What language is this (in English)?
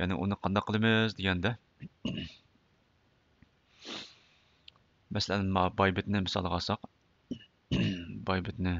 Uyghur